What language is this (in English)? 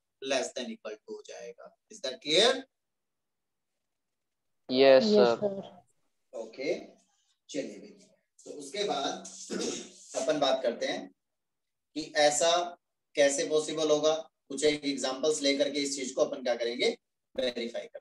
Hindi